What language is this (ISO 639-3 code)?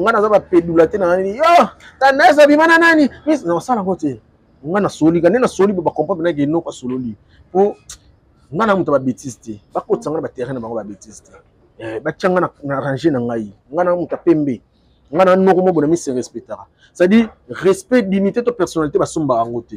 lin